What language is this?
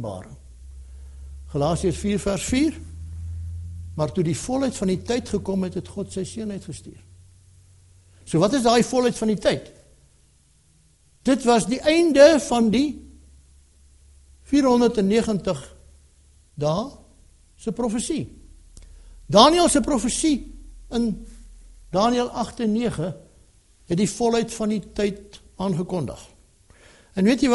Afrikaans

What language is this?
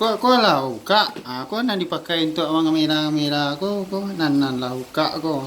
Minangkabau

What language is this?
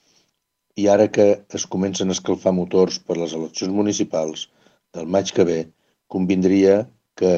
Catalan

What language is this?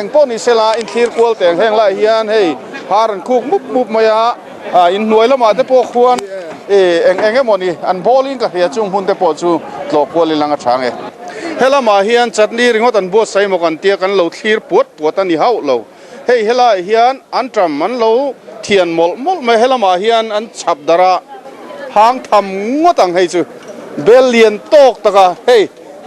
Mizo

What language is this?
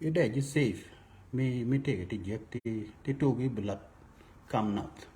Nuer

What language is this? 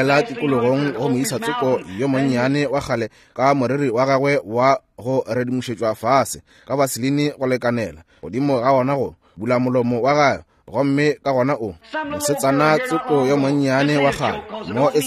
Northern Sotho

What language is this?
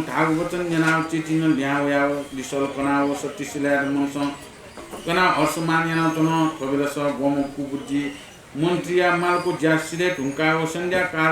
Newari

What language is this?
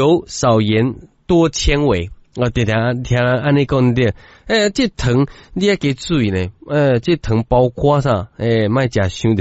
Min Nan Chinese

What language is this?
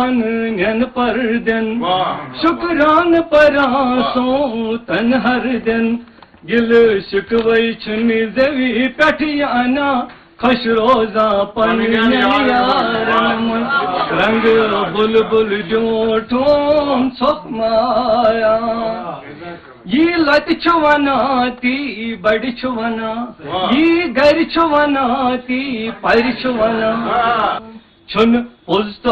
Kashmiri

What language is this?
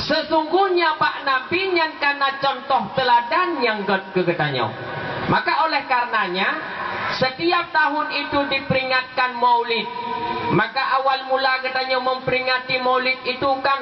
Achinese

